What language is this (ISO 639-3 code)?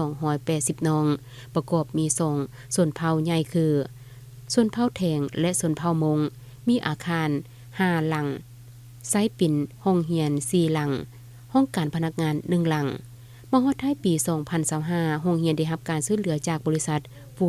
lao